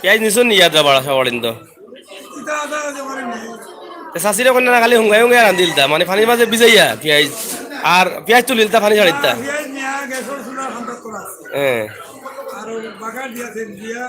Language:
Sylheti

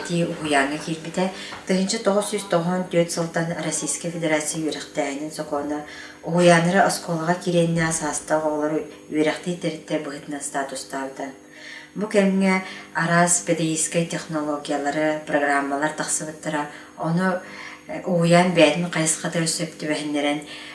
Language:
Yakut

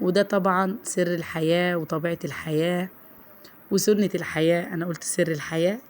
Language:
Egyptian Arabic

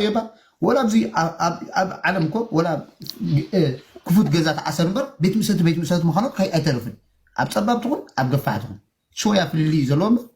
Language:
Tigrinya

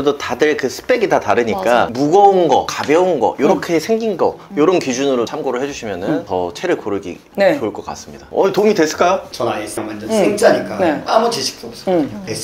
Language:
Korean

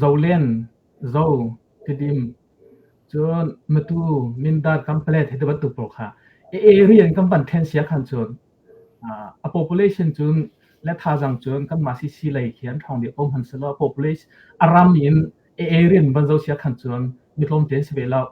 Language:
Hakha Chin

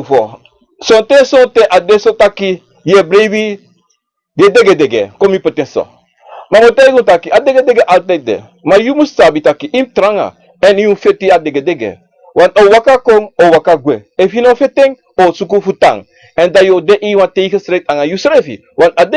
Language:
Sranan Tongo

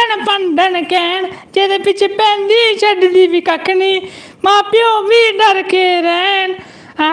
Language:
Dogri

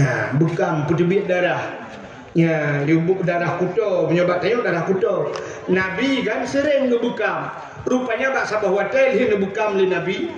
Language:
Achinese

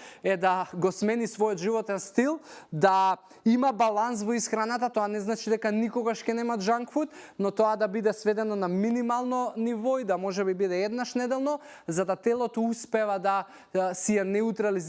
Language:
Macedonian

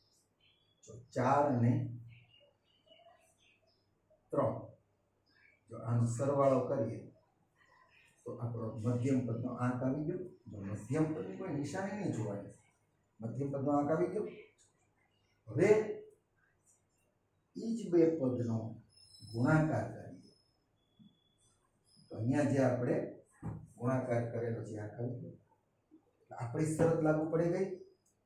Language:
Gujarati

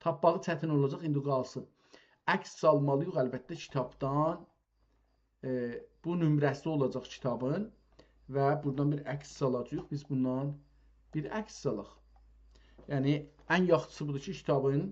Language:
South Azerbaijani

